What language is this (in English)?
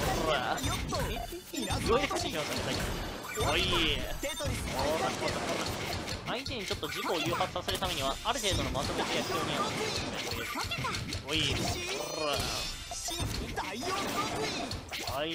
Japanese